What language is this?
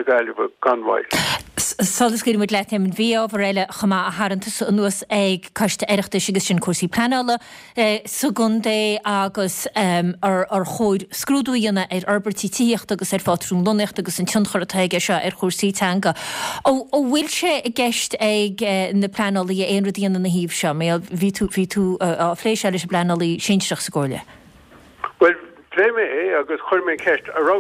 Irish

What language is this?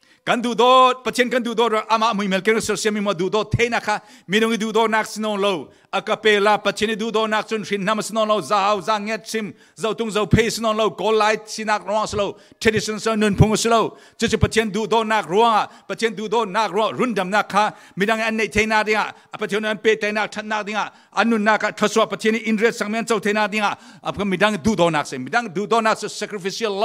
Falam Chin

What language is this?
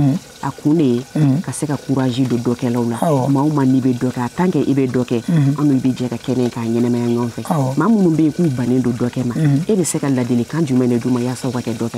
Bambara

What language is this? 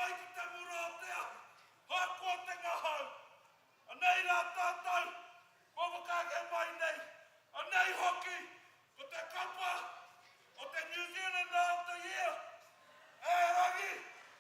Māori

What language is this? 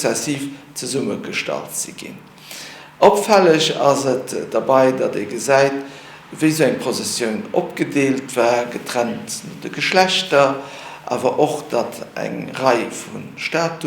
Luxembourgish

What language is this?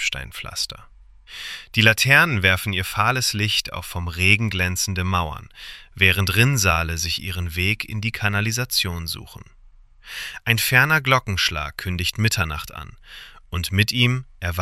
German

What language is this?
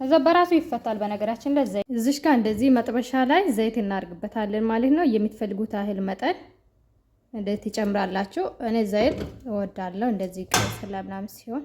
Amharic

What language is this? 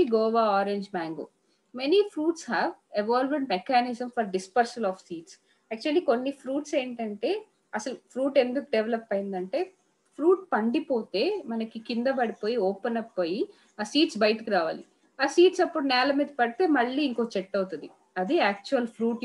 Telugu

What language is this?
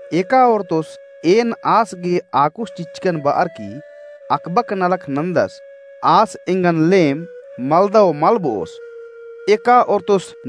Kurukh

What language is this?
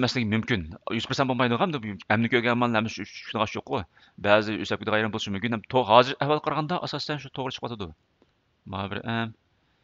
Uyghur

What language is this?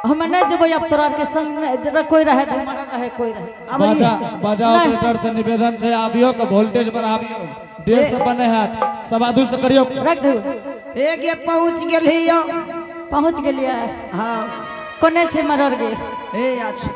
Angika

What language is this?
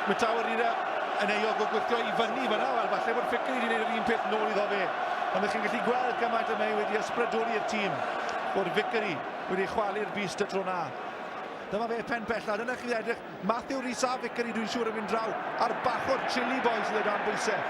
Welsh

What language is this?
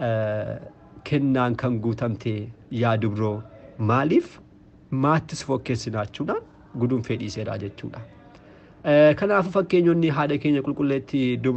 Oromo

